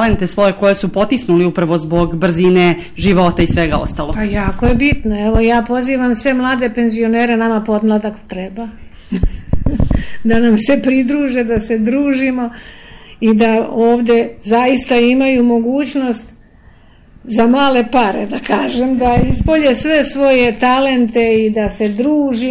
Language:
Serbian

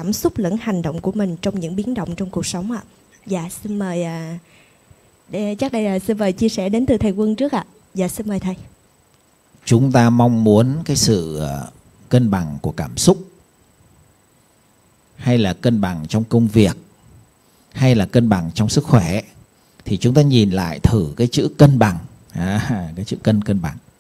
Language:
Vietnamese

